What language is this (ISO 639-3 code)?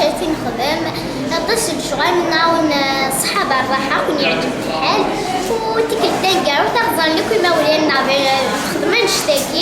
kab